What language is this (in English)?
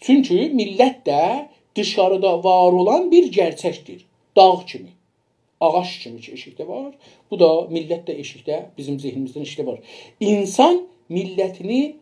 South Azerbaijani